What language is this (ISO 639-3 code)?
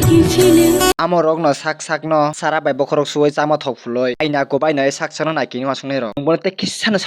trp